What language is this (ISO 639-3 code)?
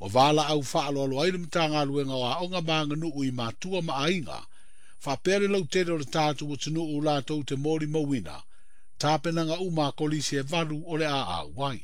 smo